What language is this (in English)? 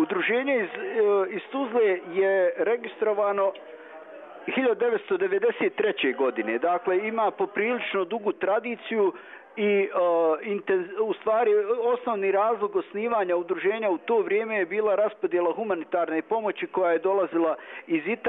Bosnian